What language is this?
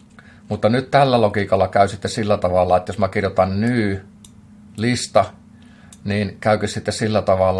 Finnish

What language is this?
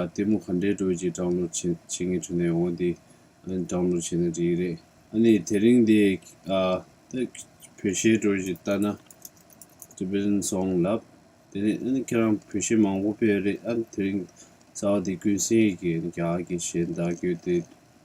Tibetan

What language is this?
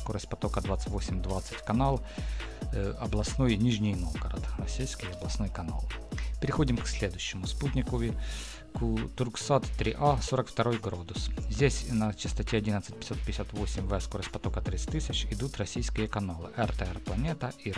Russian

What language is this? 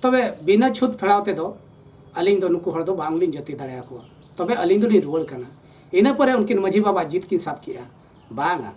Santali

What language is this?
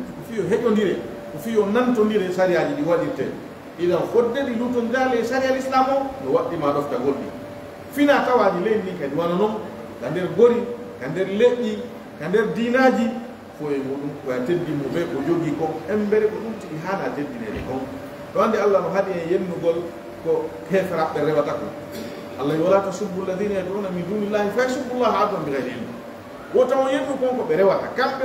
Pular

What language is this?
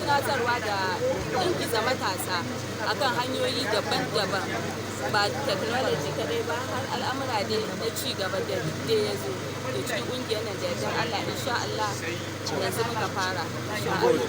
Hausa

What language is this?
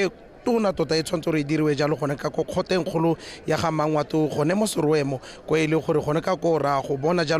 Tswana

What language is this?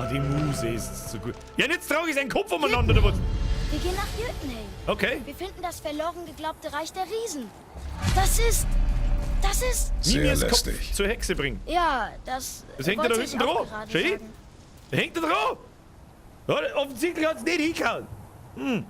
Bavarian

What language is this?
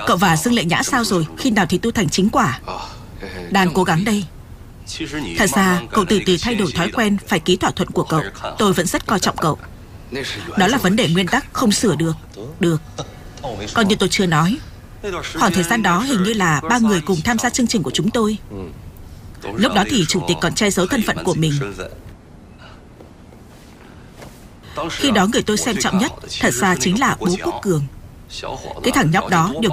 Vietnamese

